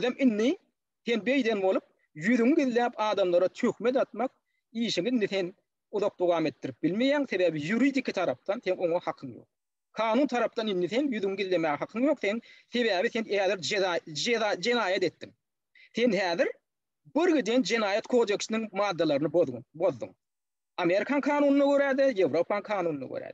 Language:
Turkmen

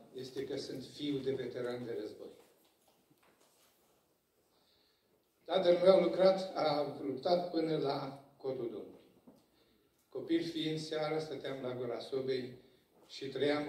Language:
Romanian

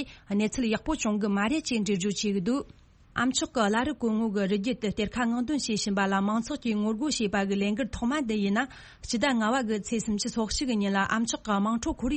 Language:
Tibetan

